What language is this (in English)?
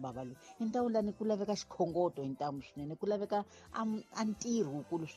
Tsonga